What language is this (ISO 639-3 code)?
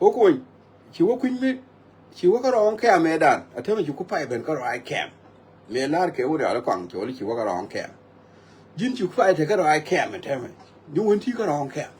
nus